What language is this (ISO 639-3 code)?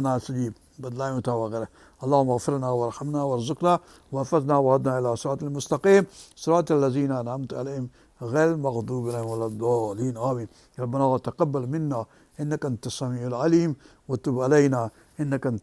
snd